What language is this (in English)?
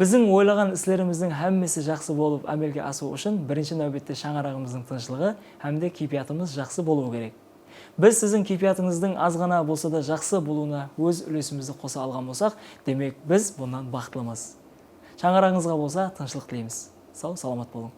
Kara-Kalpak